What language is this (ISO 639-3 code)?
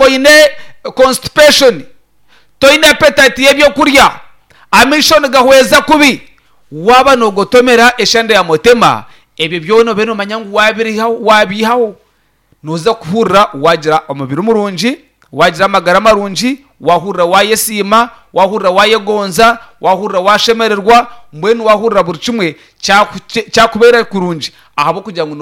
nyn